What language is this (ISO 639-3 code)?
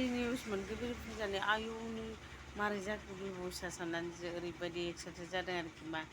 brx